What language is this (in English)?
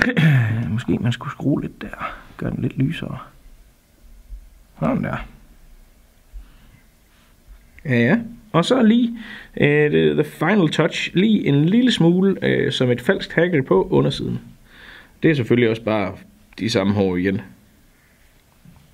Danish